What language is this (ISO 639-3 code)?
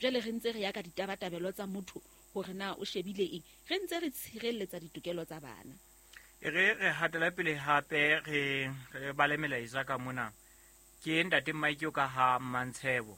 sot